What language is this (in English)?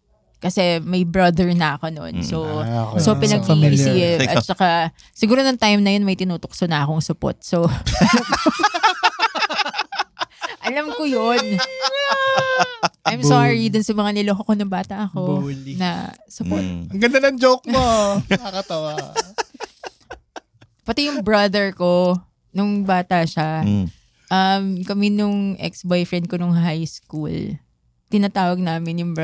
Filipino